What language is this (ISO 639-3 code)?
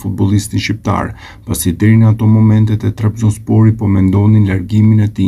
sqi